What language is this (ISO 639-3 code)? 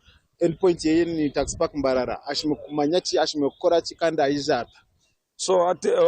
nyn